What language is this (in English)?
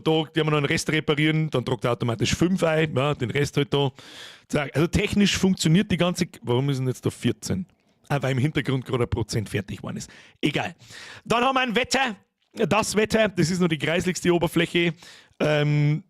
Bavarian